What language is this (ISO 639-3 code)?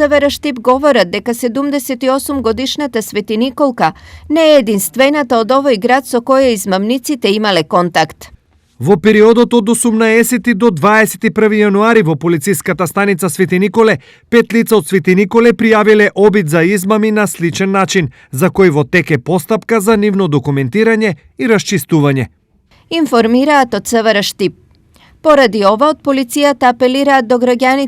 mkd